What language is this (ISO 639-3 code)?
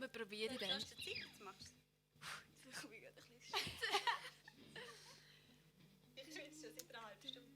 gsw